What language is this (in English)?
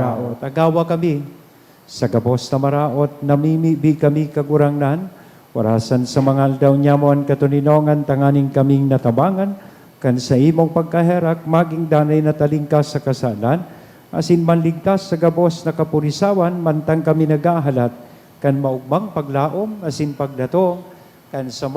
Bikol